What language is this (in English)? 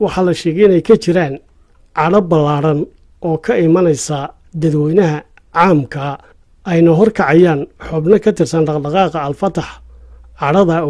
Somali